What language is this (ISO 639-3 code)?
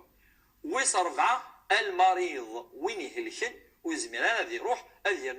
kab